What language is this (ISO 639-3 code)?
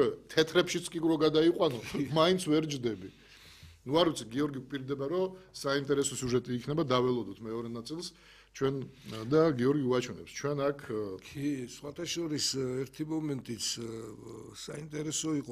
kat